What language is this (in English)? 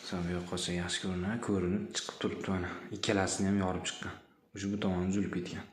Uzbek